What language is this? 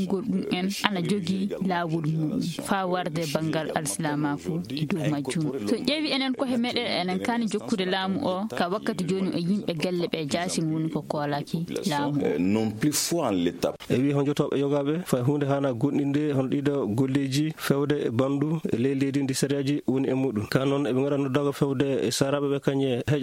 Fula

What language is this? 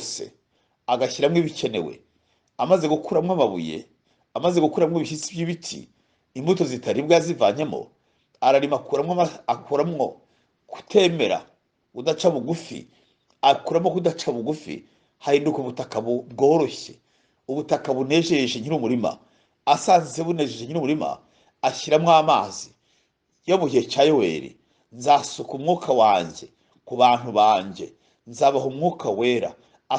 Kinyarwanda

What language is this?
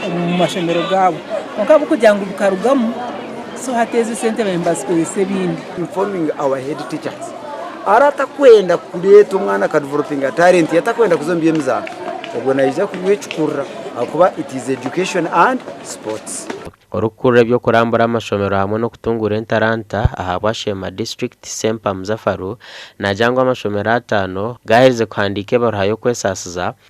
Nyankole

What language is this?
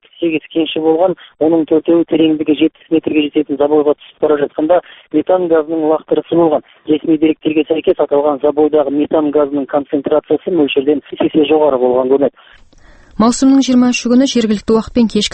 Kazakh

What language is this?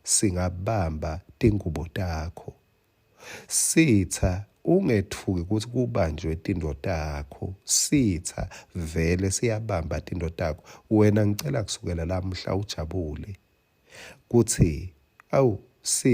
Swati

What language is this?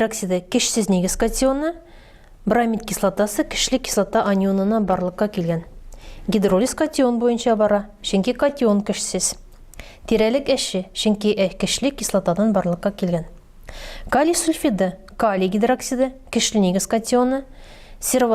Tatar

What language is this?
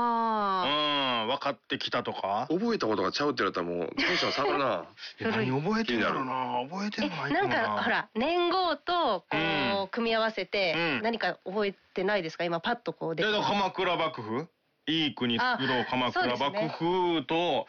Japanese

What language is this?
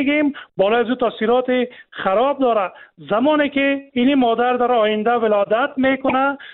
Persian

